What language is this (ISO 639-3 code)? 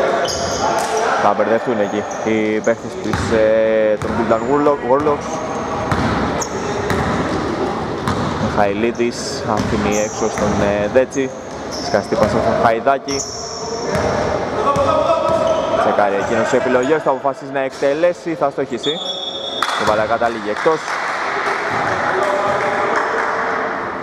ell